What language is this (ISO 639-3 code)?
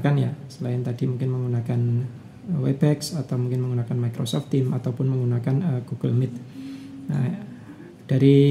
ind